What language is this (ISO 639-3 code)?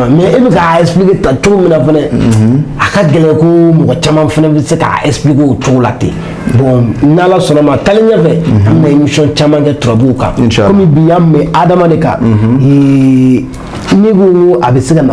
bam